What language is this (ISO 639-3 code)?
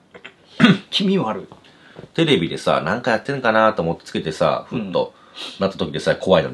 jpn